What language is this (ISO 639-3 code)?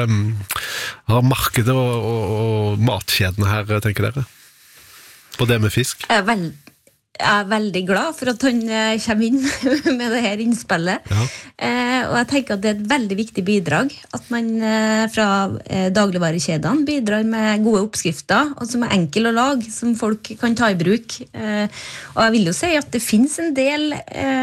nor